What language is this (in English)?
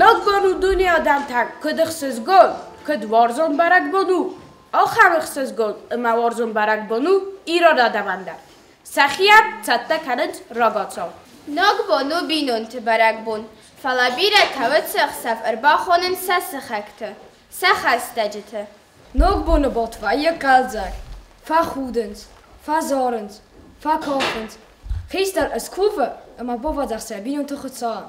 Ossetic